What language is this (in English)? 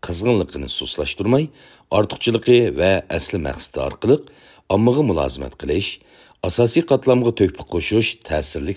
Uyghur